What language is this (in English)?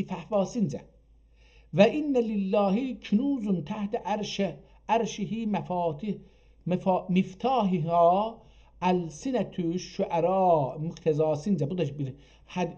South Azerbaijani